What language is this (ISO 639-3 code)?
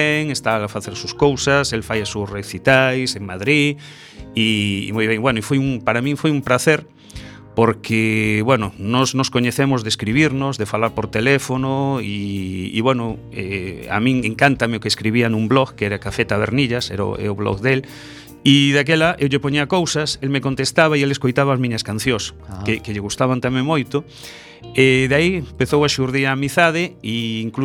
glg